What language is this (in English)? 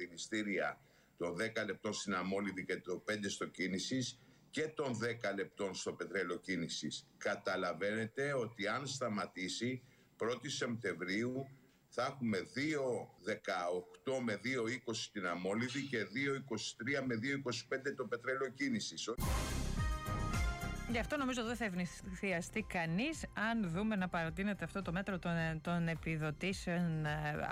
Greek